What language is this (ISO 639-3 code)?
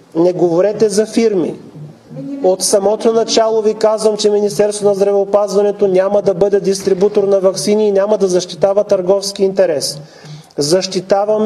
bul